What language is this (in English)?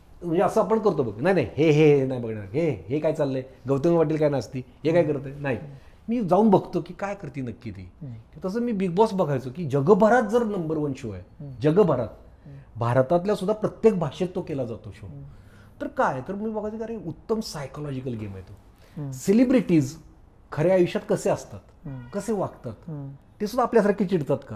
Marathi